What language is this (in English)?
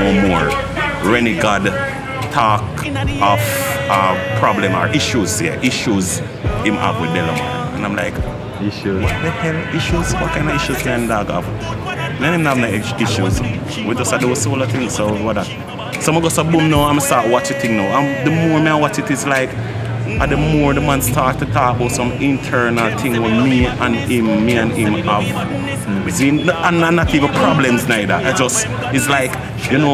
Jamaican Creole English